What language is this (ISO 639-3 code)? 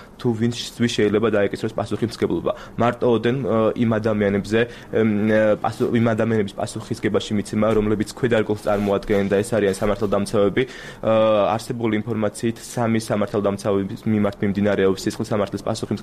kat